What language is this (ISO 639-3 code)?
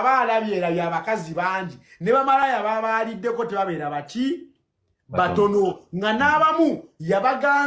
lug